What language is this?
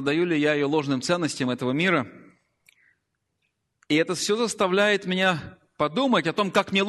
Russian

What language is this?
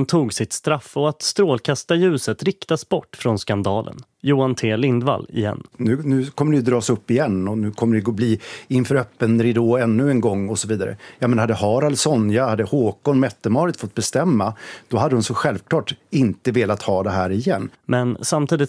Swedish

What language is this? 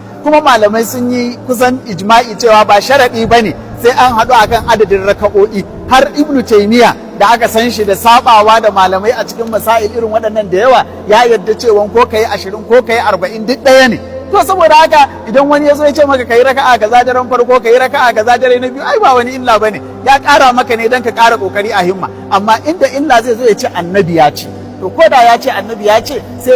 Hausa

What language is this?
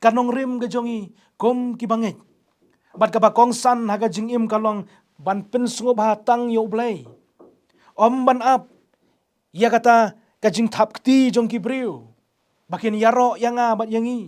Khasi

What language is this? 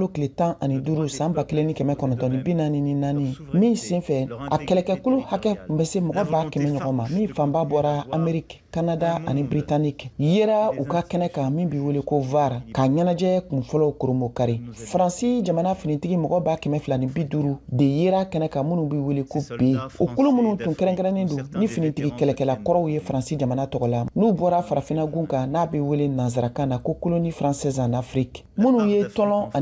Bambara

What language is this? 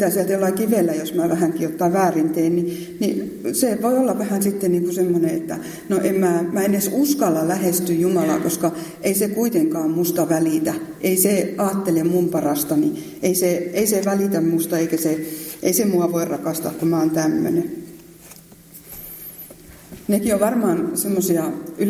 Finnish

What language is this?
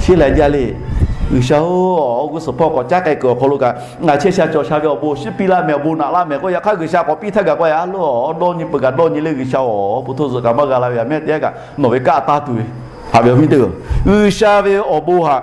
Lahu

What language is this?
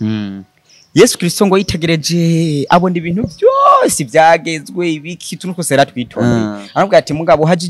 Rundi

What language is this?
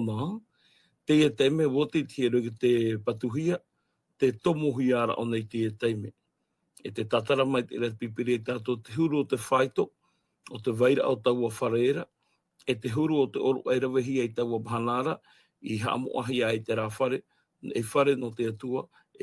Tahitian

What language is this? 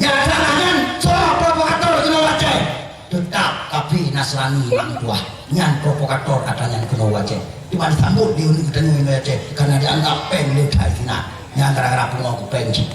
Achinese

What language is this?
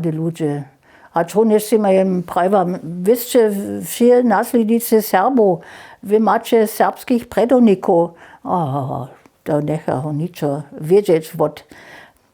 Upper Sorbian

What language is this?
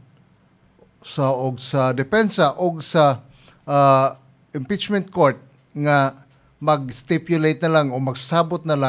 Cebuano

